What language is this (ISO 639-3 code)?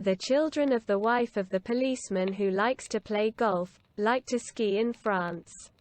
cym